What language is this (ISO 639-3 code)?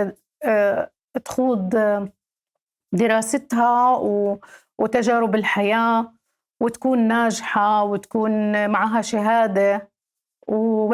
apc